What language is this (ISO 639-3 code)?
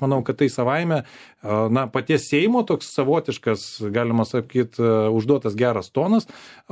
lit